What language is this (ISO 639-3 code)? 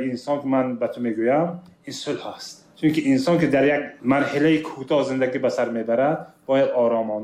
tgk